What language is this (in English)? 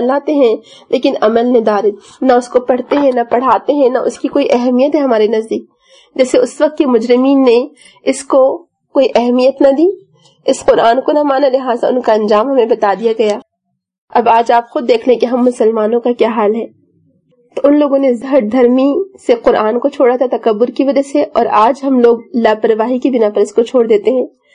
Urdu